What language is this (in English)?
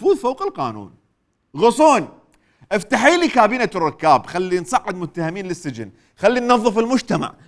Mesopotamian Arabic